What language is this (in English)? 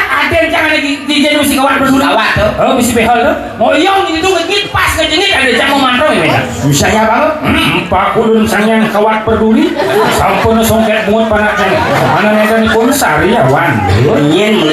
Balinese